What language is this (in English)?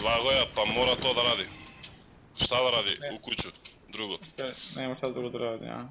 Macedonian